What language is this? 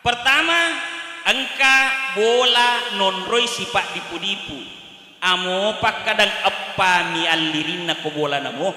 Buginese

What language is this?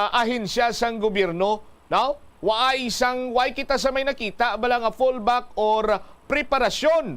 Hiligaynon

